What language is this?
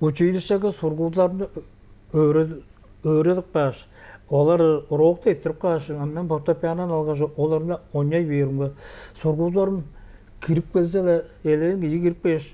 Tuvinian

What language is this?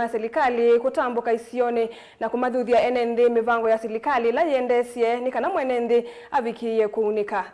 Kamba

